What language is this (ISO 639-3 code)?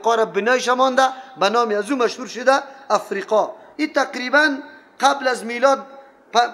fas